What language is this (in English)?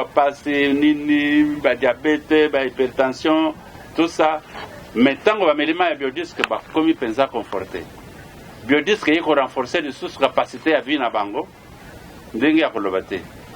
Lingala